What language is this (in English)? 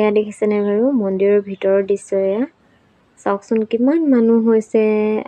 Assamese